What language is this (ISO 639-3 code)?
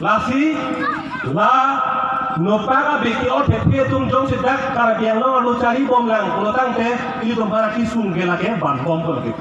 mjw